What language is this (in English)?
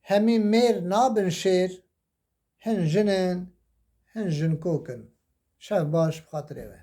Kurdish